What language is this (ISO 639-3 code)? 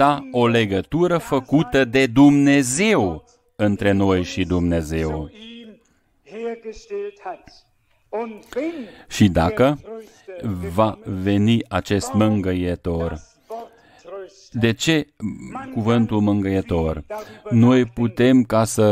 ron